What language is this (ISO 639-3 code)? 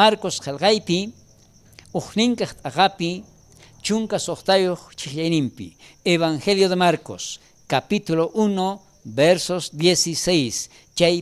quh